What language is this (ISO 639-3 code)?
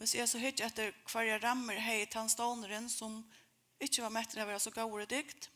fao